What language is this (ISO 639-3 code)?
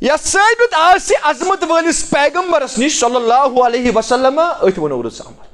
kas